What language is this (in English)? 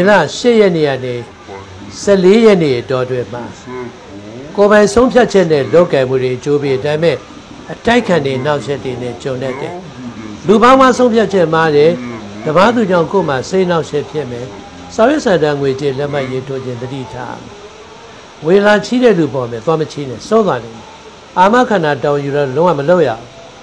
Burmese